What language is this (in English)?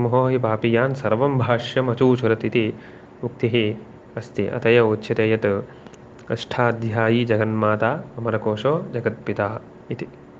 Sanskrit